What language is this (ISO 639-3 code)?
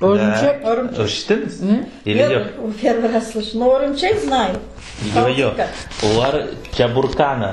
crh